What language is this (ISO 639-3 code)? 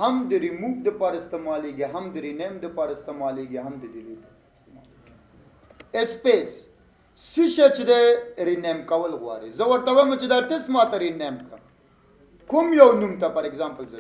pus